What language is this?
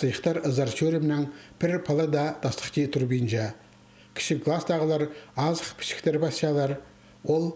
Khakas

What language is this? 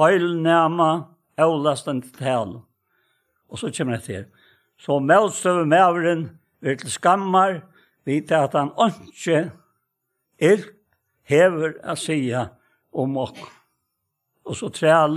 Faroese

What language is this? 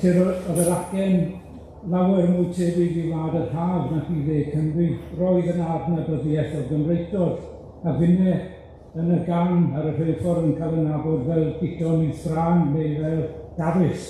Welsh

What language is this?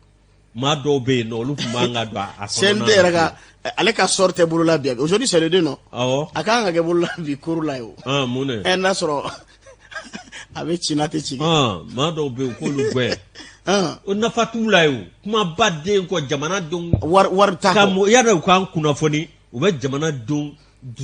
Bambara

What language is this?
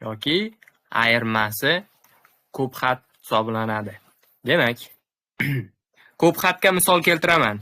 Uzbek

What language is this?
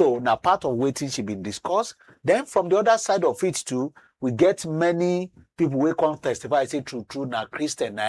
Nigerian Pidgin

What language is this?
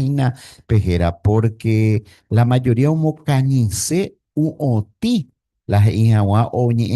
Guarani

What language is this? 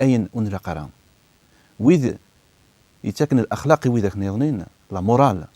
Kabyle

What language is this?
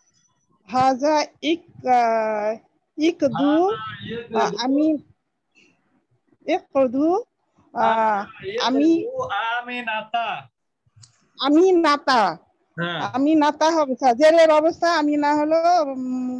Bangla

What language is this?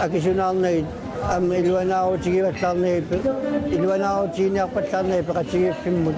Kalaallisut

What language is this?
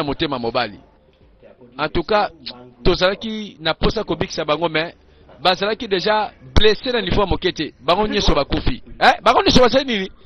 Lingala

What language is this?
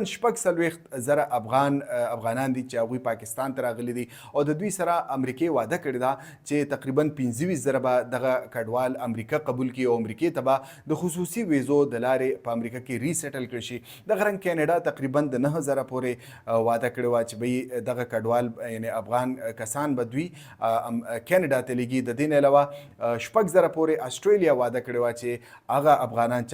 Pashto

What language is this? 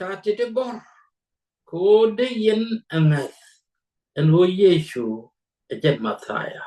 Nuer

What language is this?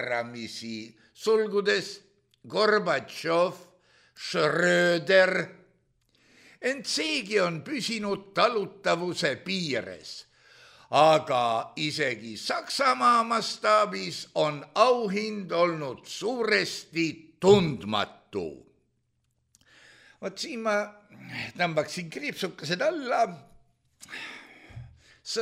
Estonian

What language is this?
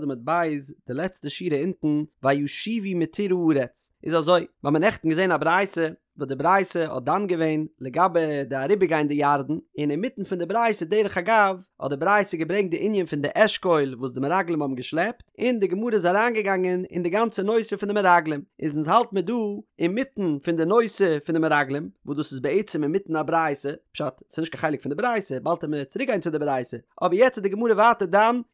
Yiddish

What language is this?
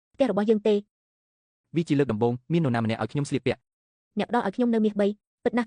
Khmer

